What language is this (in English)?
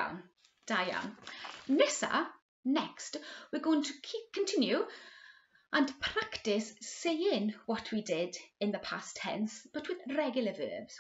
Welsh